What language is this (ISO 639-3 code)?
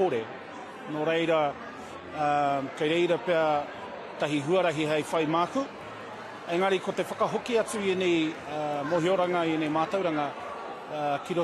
mri